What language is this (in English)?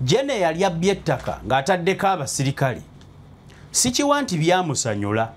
Ganda